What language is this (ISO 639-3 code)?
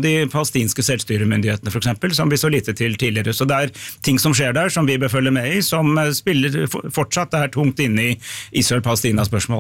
nor